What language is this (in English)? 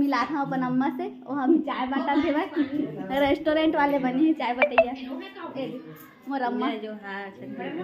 Chhattisgarhi